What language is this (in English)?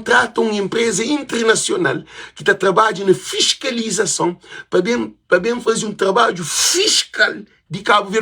Kabuverdianu